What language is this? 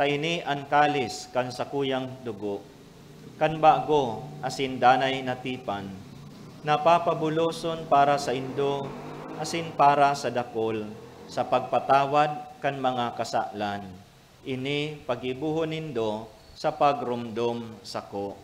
Bikol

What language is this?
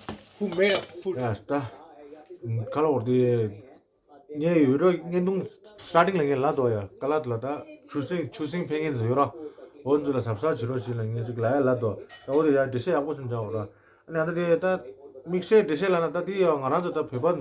Tibetan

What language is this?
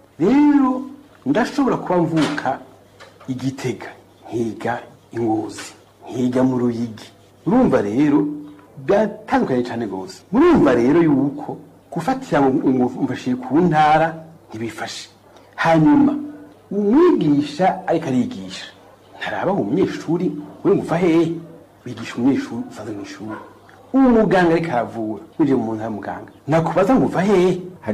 Rundi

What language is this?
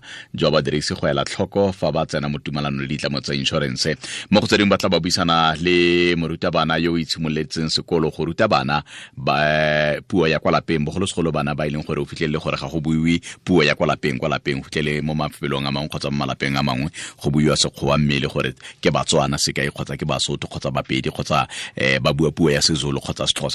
Tswana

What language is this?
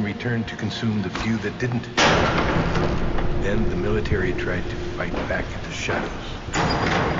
English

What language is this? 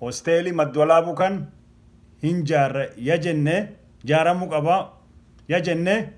Oromo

